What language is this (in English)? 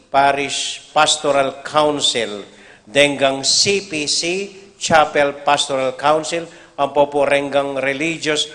Pampanga